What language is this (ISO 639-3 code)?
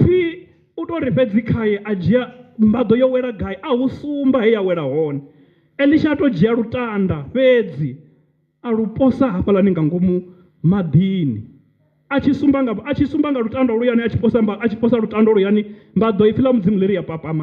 ven